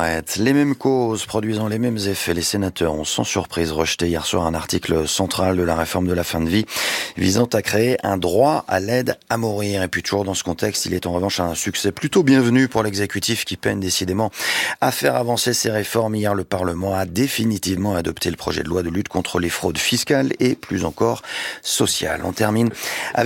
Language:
French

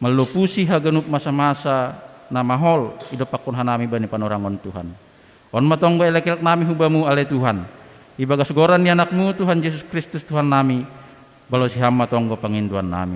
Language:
Batak Simalungun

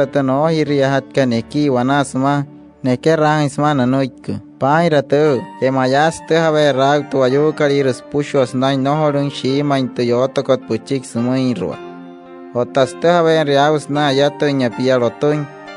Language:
Wayuu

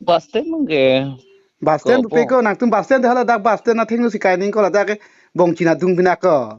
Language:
Karbi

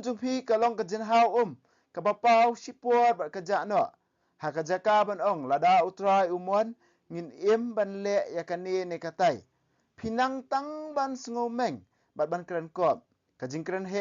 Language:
Khasi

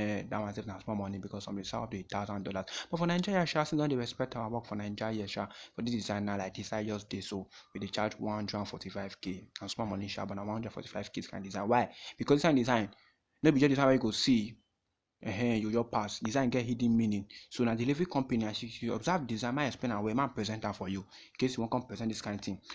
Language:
Nigerian Pidgin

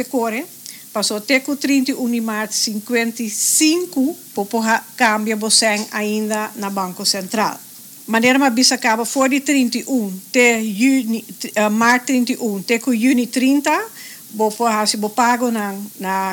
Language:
Papiamento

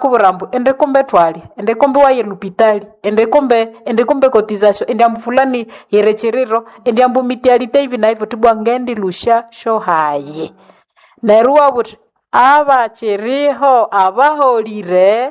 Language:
Nande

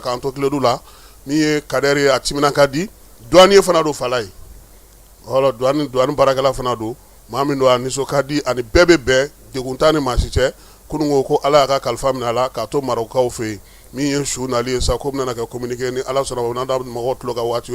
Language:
Bambara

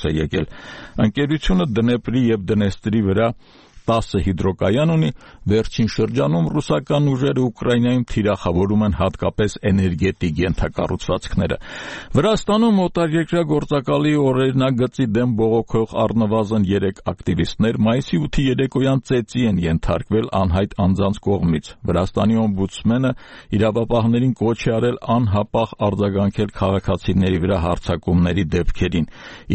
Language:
Armenian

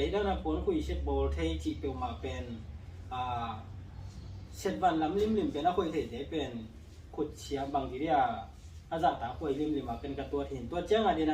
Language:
Tedim Chin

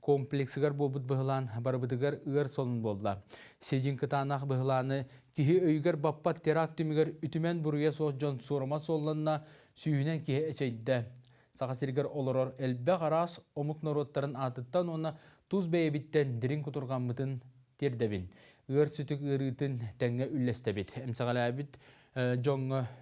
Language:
Yakut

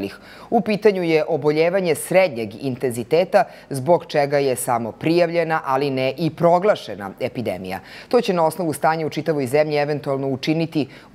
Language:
Serbian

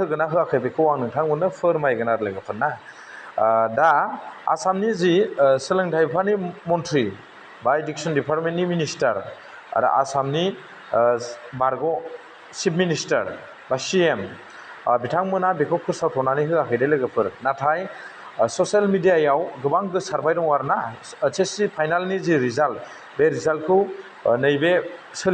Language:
Bodo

